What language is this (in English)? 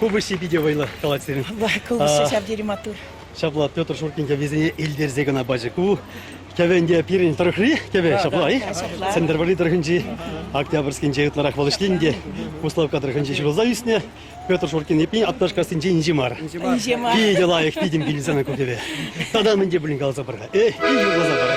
Chuvash